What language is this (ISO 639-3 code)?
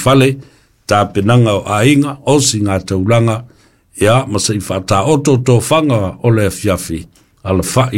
smo